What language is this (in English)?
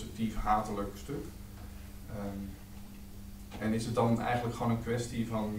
Dutch